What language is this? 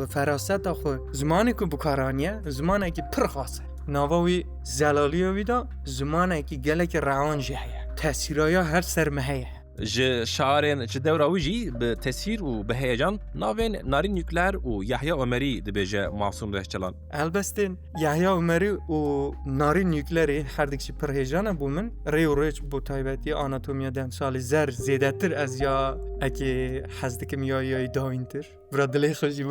Kurdish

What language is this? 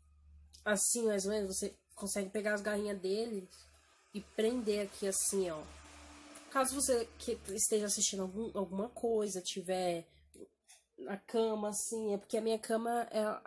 Portuguese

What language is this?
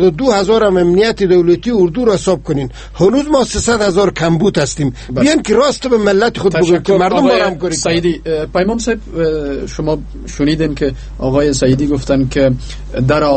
Persian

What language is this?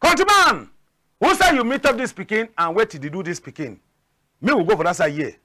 Cameroon Pidgin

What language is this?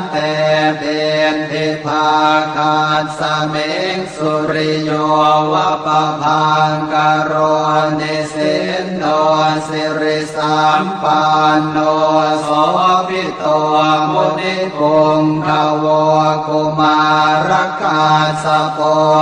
Pali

